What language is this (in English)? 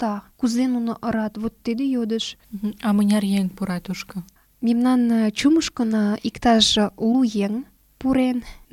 Mari